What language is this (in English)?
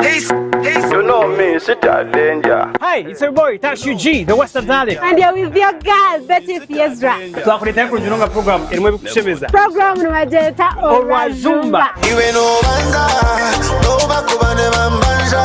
Nyankole